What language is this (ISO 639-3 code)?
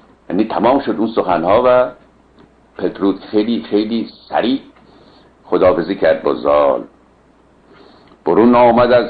fas